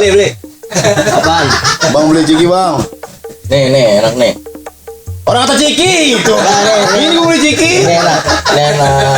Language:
Betawi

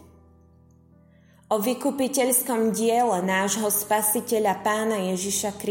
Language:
Slovak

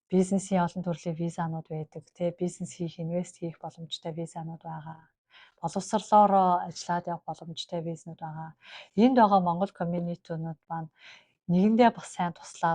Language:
Mongolian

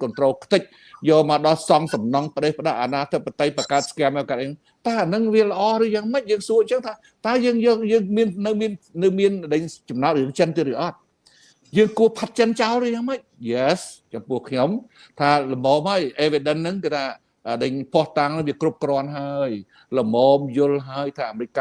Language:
Khmer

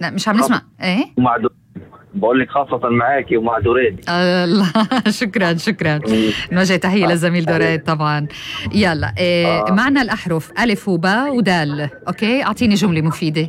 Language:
North Levantine Arabic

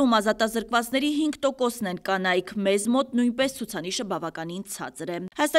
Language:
Armenian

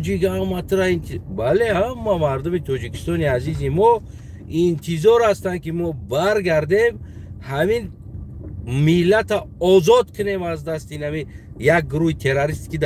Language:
Tajik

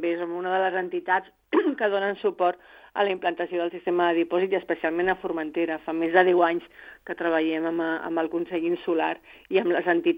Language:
Catalan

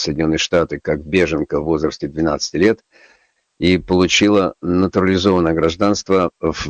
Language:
Russian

